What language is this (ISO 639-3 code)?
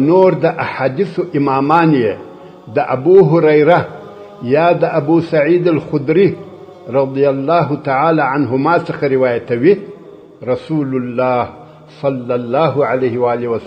pus